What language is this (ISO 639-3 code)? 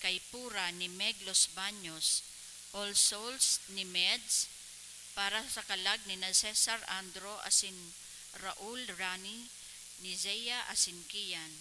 bik